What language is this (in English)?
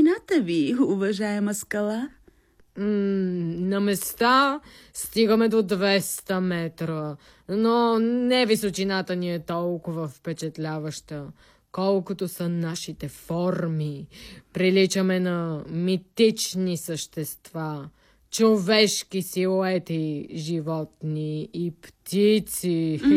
Bulgarian